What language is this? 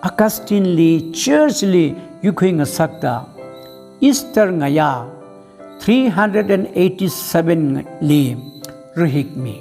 Tangkhul Naga (India)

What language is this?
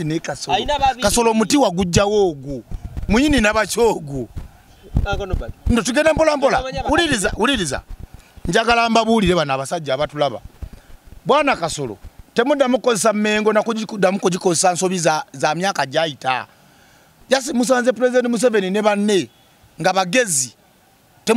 Ganda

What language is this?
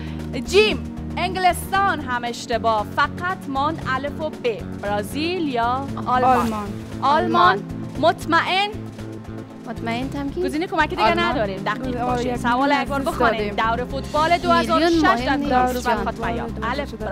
Persian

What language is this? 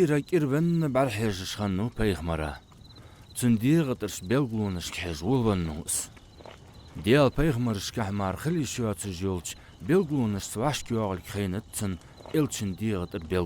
Ingush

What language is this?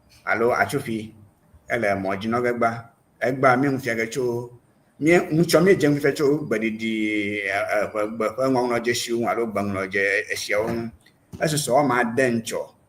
Ewe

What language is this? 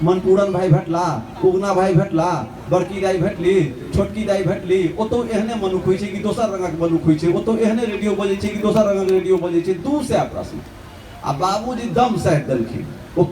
Maithili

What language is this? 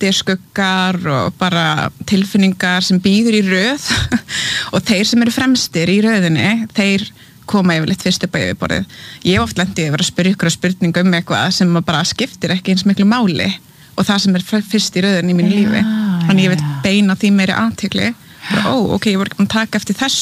Icelandic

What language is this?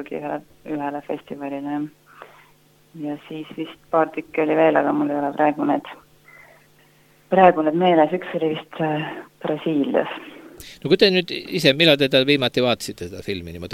Estonian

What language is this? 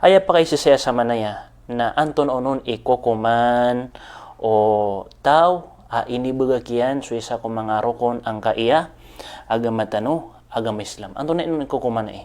Maranao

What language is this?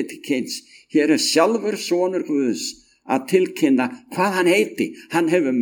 Icelandic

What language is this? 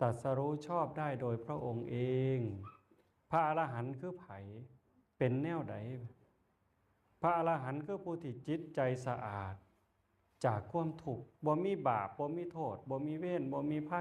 Northeastern Thai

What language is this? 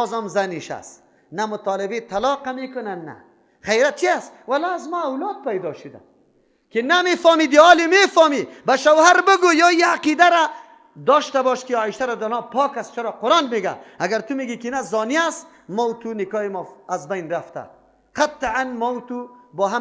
Persian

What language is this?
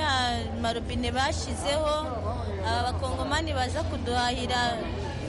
Kinyarwanda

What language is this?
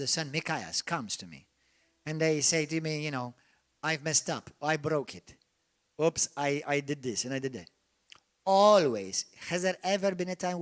English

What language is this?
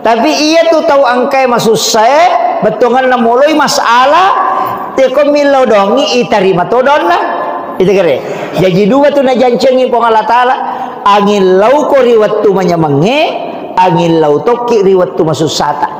Buginese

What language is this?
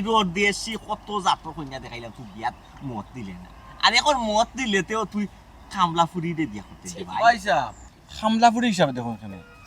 Sylheti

